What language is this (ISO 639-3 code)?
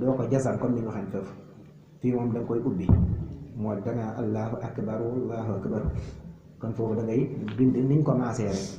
wol